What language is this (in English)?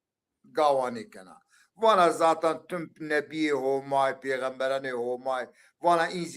Zaza